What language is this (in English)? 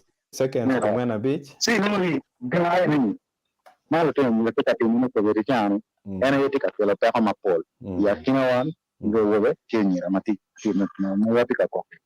Acoli